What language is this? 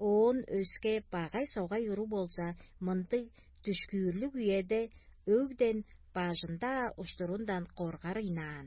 Tuvinian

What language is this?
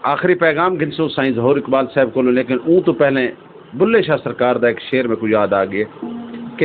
Saraiki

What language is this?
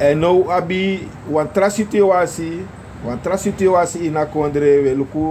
Sranan Tongo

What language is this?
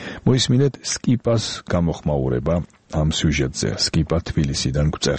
Georgian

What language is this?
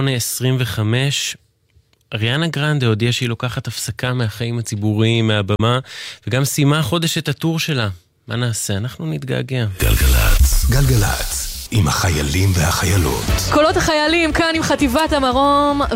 Hebrew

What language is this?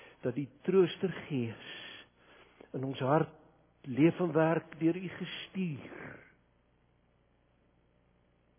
Afrikaans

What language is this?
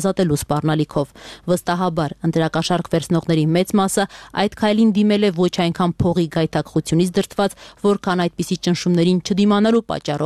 Armenian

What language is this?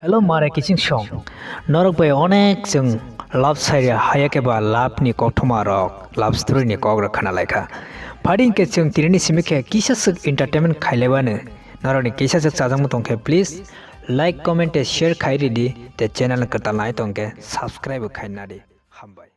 Kok Borok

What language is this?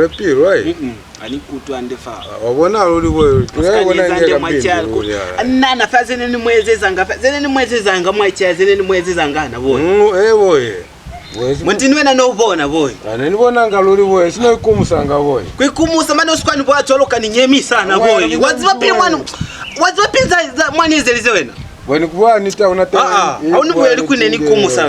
Lozi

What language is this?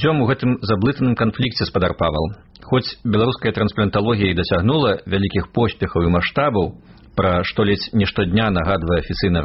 Belarusian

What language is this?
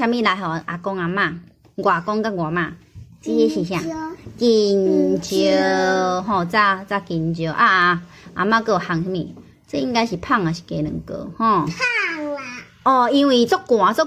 Min Nan Chinese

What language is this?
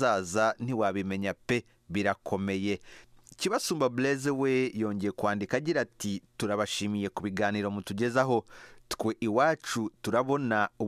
Kinyarwanda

